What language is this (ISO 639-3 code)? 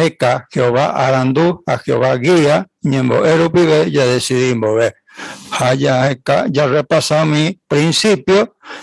grn